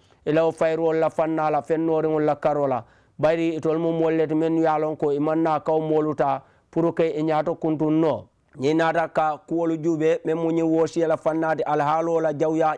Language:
Mandingo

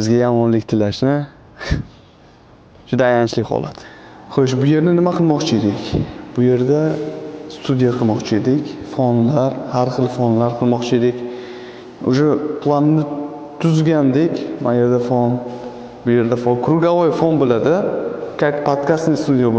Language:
Uzbek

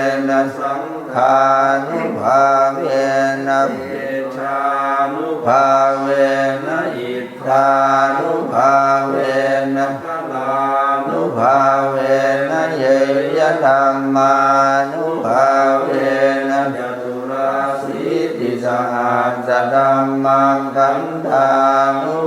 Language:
Pali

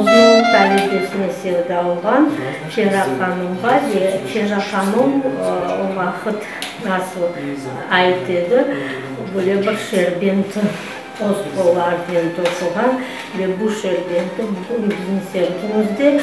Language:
Crimean Tatar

